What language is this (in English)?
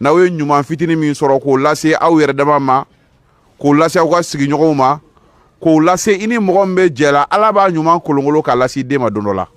Bambara